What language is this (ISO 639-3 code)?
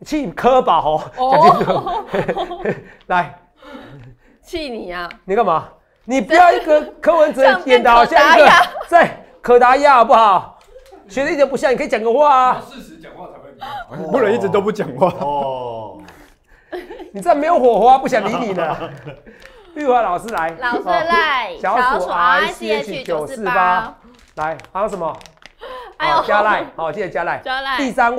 zho